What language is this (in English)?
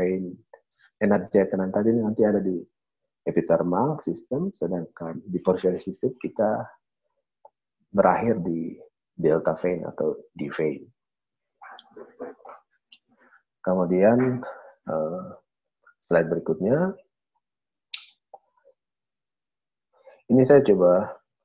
Indonesian